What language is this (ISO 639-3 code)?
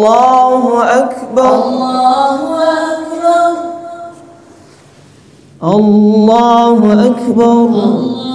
ara